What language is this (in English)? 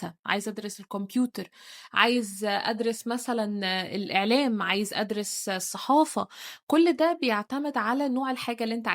Egyptian Arabic